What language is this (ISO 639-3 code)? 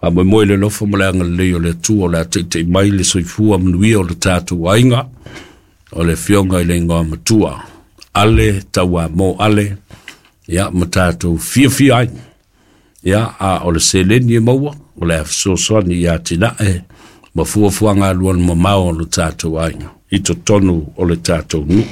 smo